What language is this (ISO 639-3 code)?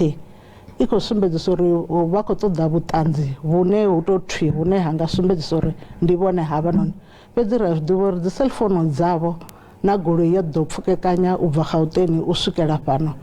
ven